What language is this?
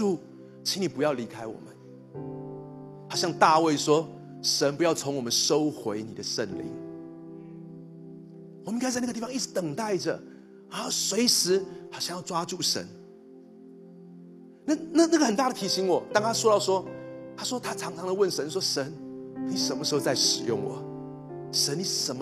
Chinese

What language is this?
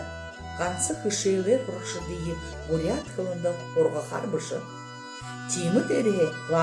Buriat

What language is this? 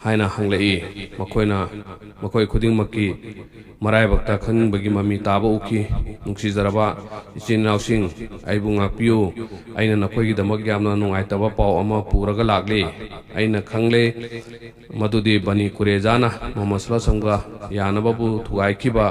Manipuri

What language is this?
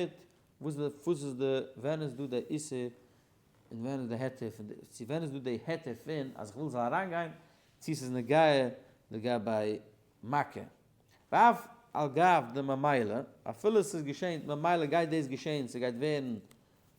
Yiddish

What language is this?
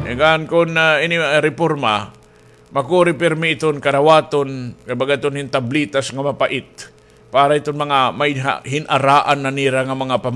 Waray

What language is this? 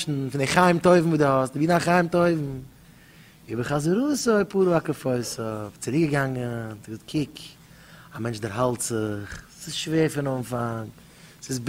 Yiddish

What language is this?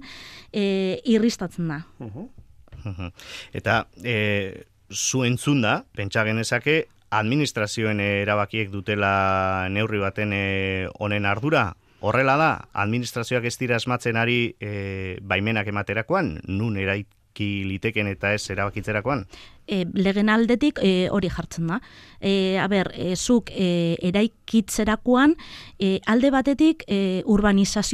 Basque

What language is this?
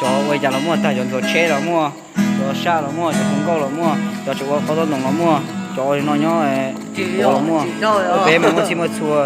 Hmong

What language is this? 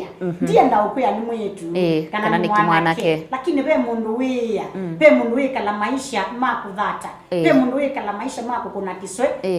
Kamba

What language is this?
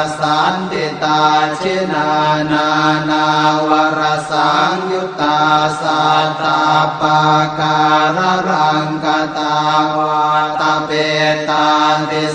Pali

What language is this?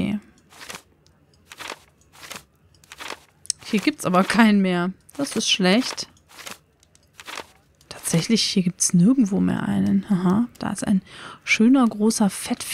German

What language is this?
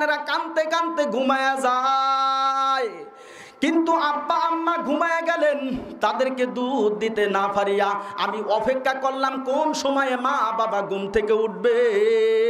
Bangla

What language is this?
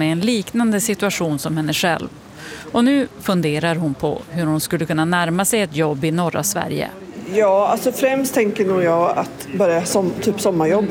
Swedish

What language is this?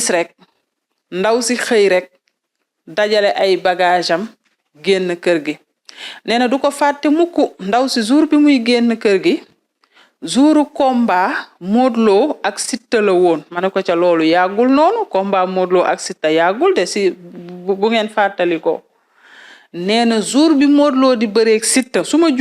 Wolof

